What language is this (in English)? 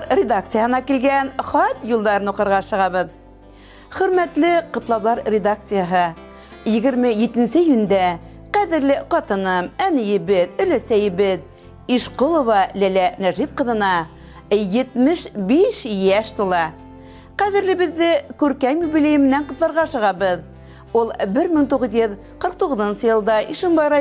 Bashkir